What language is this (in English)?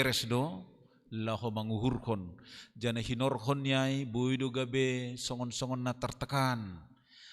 Batak Simalungun